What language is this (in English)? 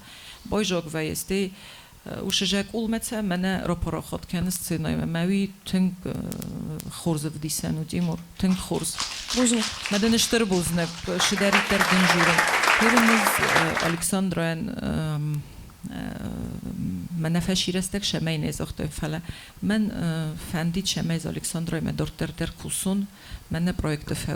Ossetic